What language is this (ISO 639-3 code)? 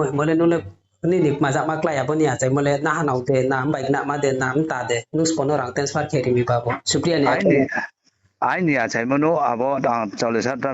ria